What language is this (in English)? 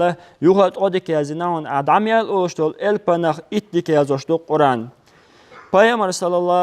Chechen